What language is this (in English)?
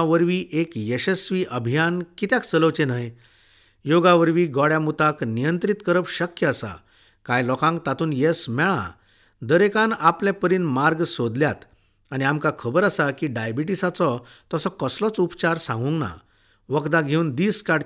Konkani